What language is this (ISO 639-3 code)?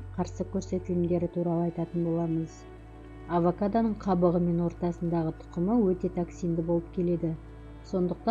kaz